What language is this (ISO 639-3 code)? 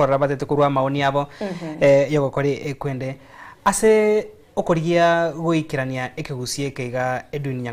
guz